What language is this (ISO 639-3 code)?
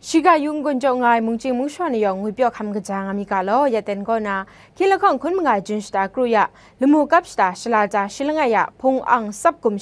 kac